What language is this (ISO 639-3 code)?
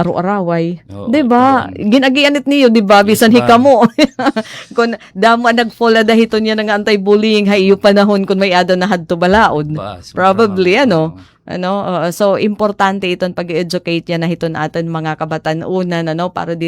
war